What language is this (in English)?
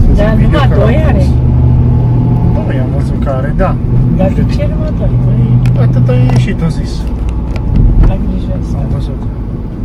Romanian